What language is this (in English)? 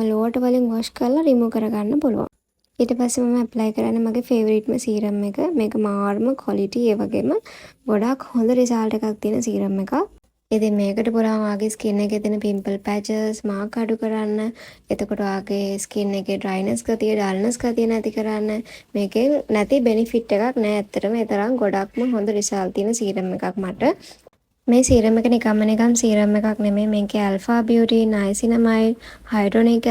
Sinhala